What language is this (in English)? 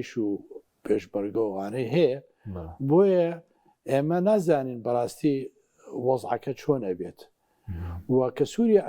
Central Kurdish